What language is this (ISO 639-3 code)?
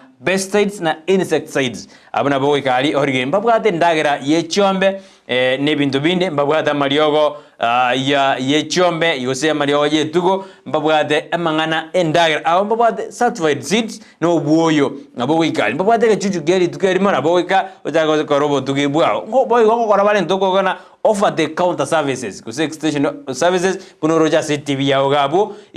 guz